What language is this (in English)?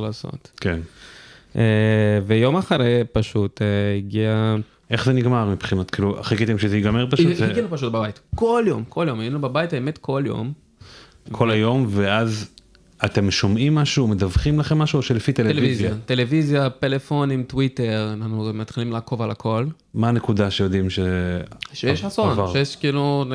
Hebrew